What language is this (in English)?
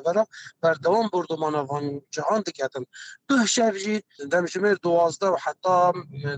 Kurdish